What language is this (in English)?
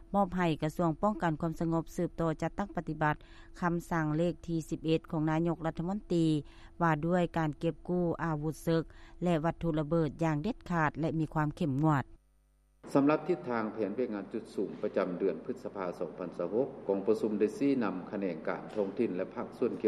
Lao